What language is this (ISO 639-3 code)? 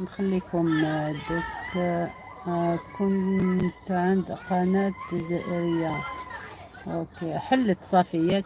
arq